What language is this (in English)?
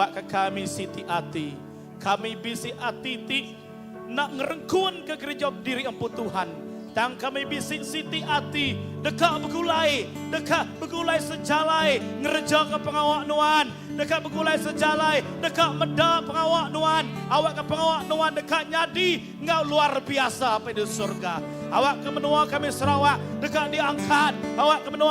Iban